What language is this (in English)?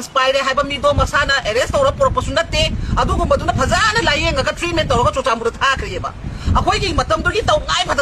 Manipuri